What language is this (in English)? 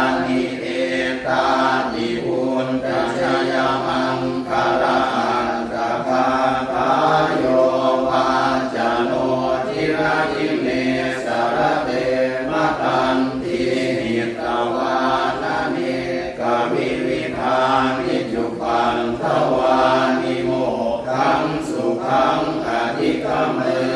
Pali